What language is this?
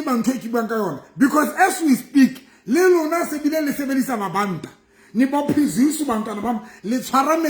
Southern Sotho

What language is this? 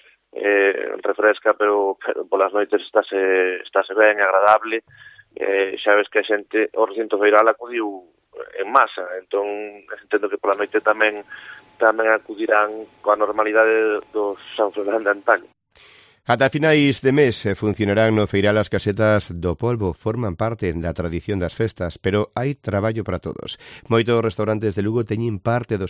Galician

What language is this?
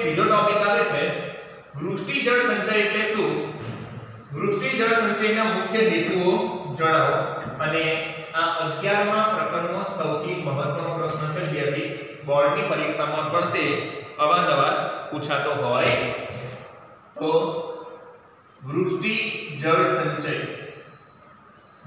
Gujarati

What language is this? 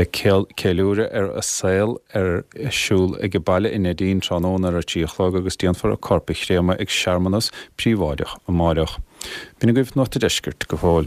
Irish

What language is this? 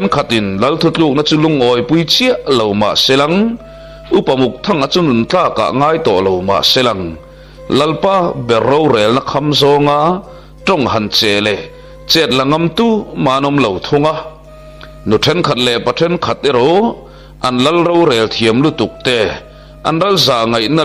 Mizo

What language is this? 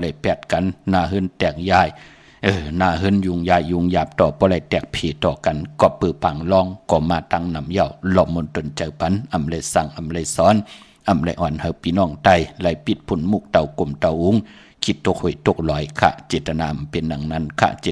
Shan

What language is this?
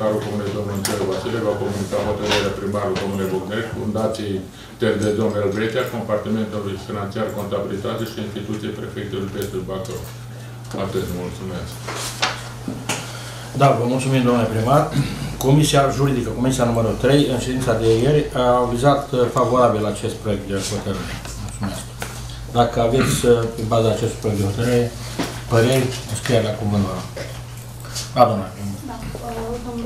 Romanian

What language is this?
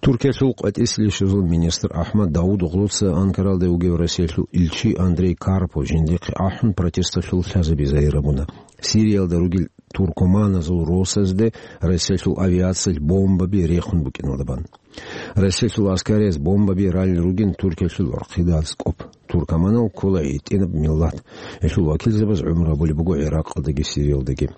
Avaric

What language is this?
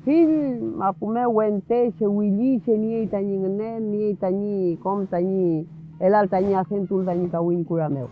Mapuche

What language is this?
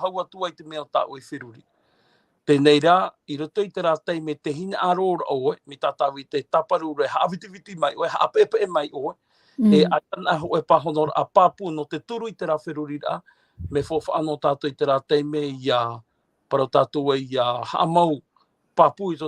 Tahitian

